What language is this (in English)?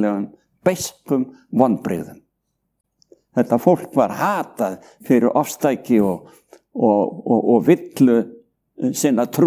Icelandic